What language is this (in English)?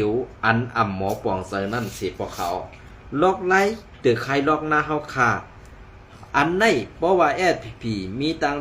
Shan